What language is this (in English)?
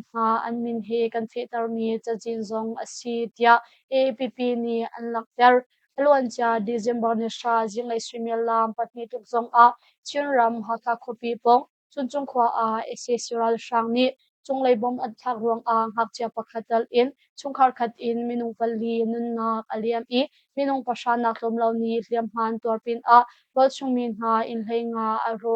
Hakha Chin